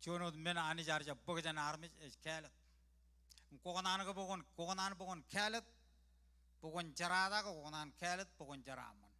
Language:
Marshallese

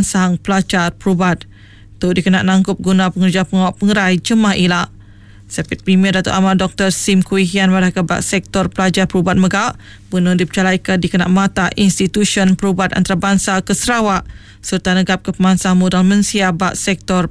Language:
Iban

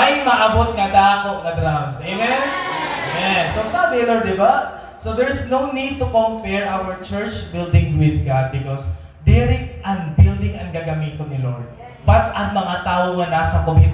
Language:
Waray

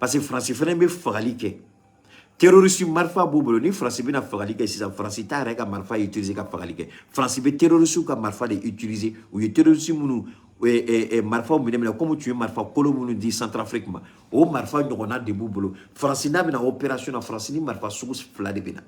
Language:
Bambara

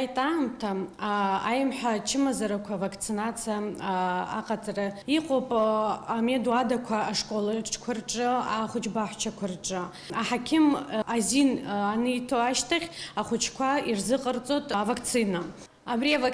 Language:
Abkhazian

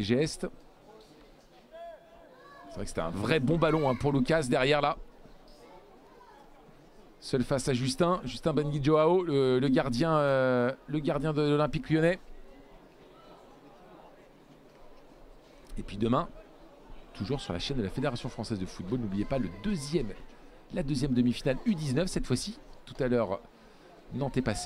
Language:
French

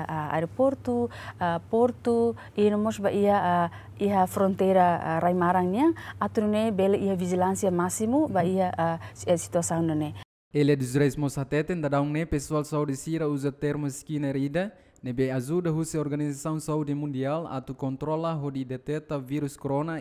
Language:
Tetum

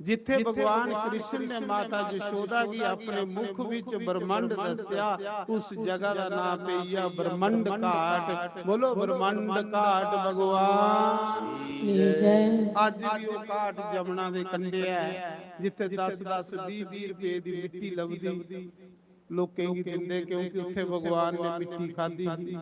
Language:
Dogri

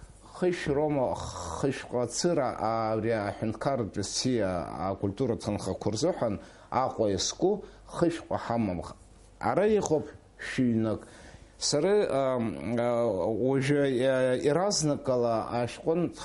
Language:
Abkhazian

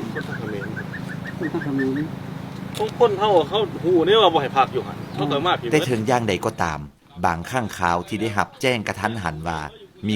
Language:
Lao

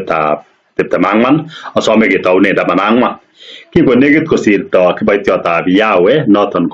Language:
Kalenjin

